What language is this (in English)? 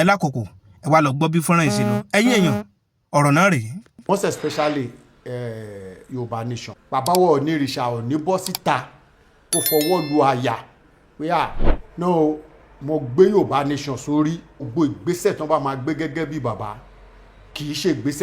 Yoruba